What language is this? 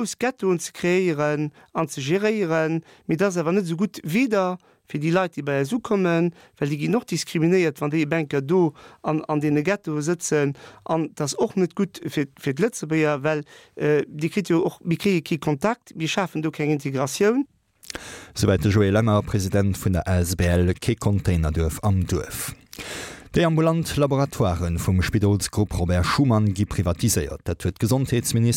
Luxembourgish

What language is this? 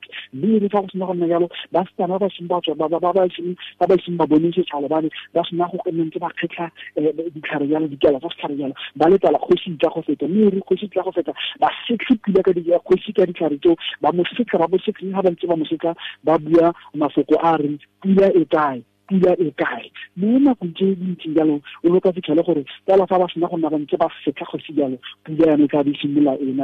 Tswana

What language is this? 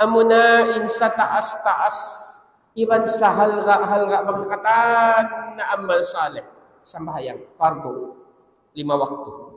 Tausug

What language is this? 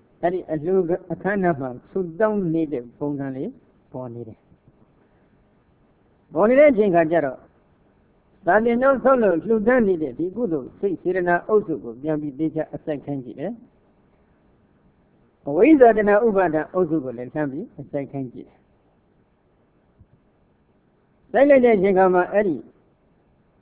Burmese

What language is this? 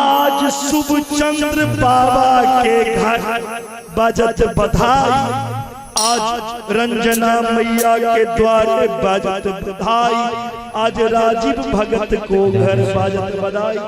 Maithili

